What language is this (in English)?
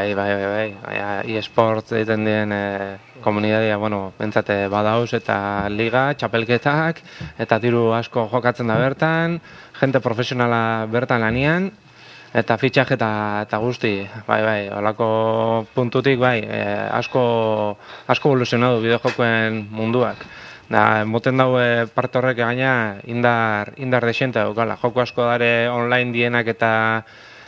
Basque